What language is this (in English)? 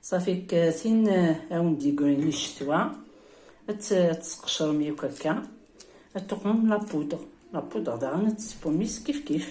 Kabyle